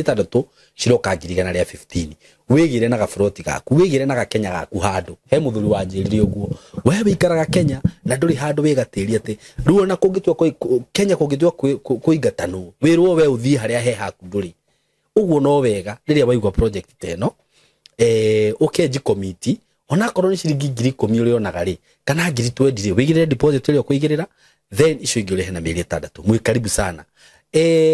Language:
Kikuyu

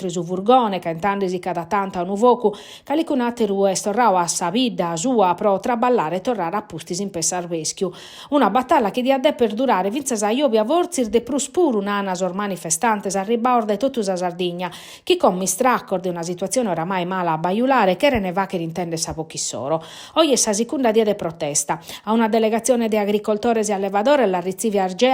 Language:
Sardinian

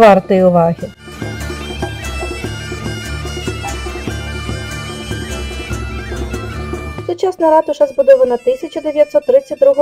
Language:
Ukrainian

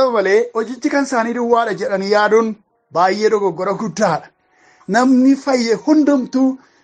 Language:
Oromo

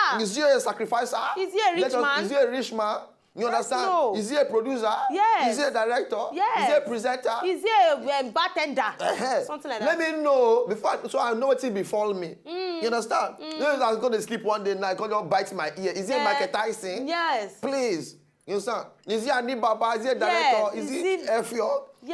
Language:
Nigerian Pidgin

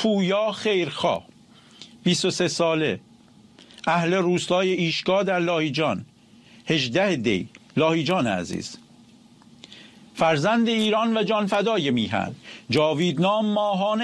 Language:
Persian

